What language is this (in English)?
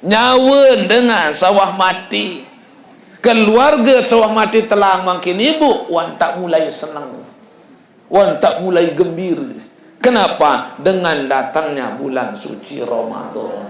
Sasak